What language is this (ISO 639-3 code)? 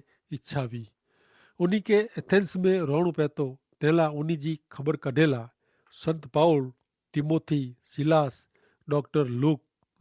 kfr